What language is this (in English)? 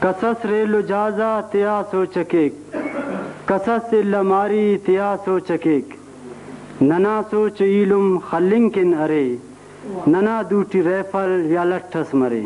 Brahui